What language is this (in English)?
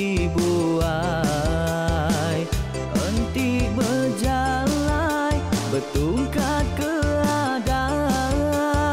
Iban